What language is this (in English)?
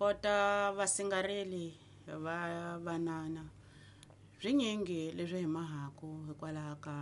Tsonga